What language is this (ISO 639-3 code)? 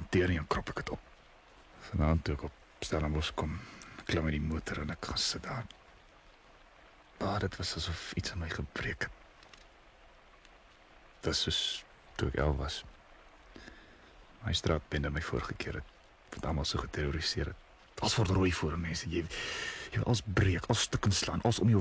afr